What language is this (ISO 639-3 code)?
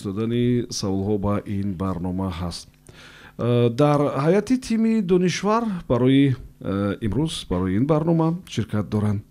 tgk